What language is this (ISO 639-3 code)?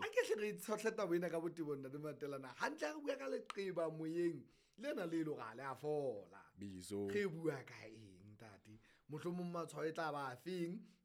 sot